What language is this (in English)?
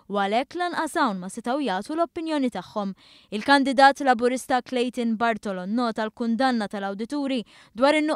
Maltese